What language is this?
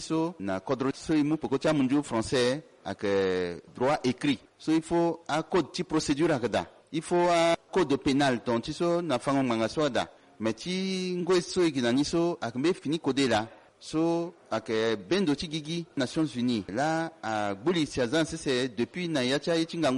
Sango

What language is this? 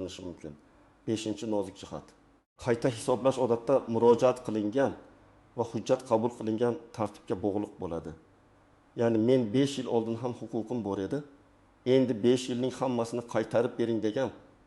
Uzbek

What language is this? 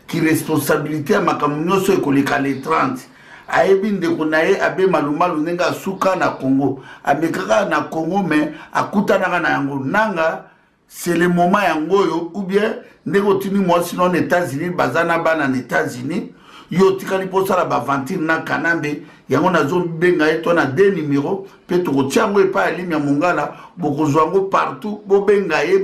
Lingala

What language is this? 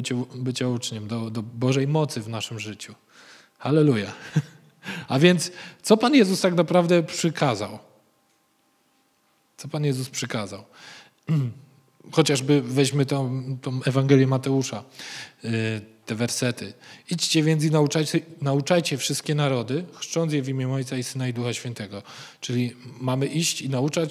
Polish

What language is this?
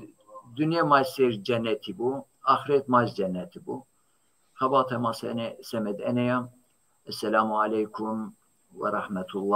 Zaza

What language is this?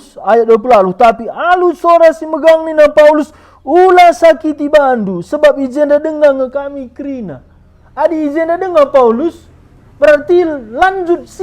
Batak Karo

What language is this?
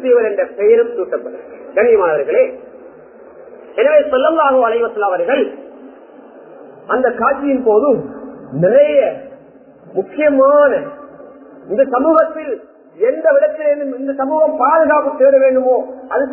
Tamil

